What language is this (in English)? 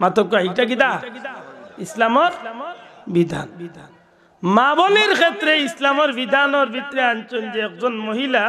Sylheti